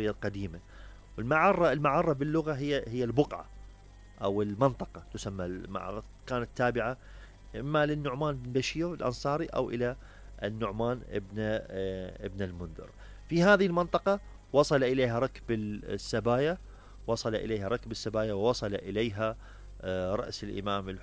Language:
Mesopotamian Arabic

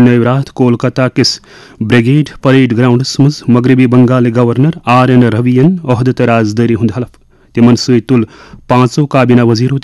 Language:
Kashmiri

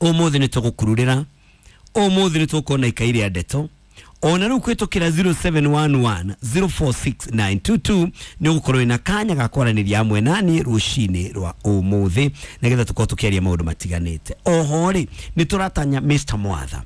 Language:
Kikuyu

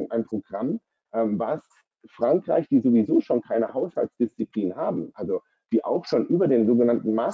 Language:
German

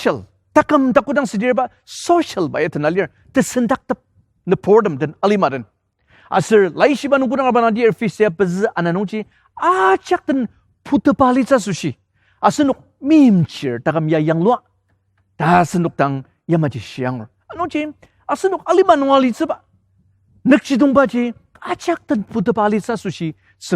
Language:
Ao Naga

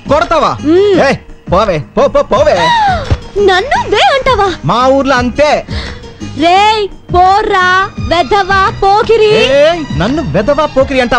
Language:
Telugu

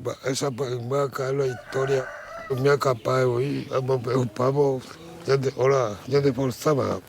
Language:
Guarani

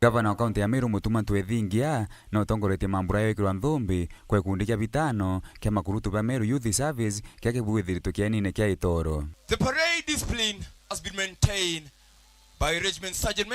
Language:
Meru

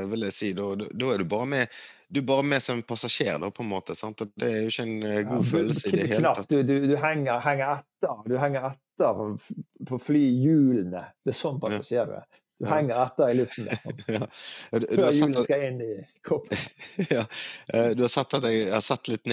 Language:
Norwegian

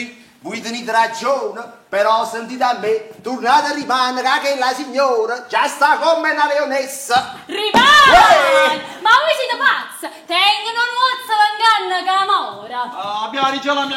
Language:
Neapolitan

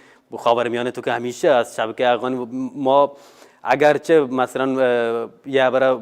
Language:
Baluchi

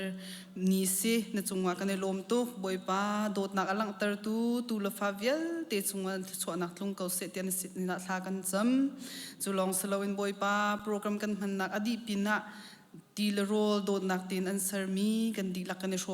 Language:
Hakha Chin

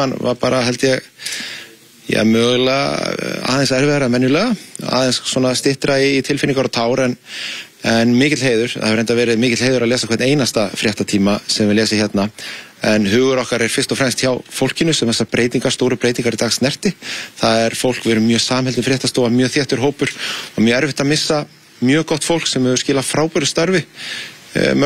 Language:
Icelandic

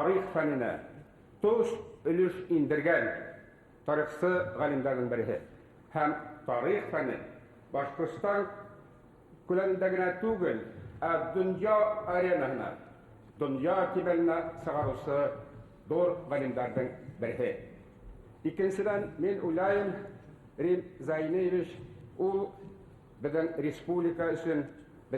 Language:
Bashkir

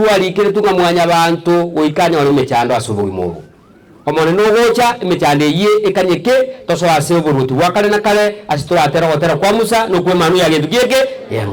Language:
Gusii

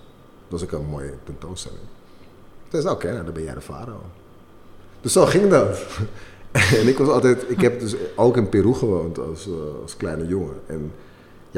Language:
Dutch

